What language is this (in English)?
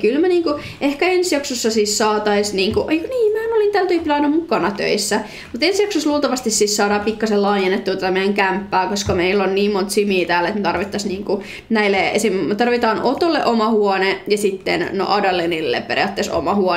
Finnish